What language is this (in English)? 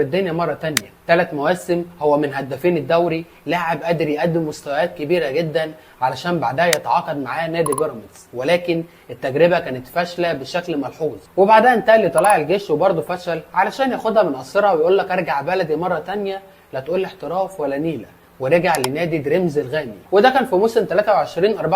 Egyptian Arabic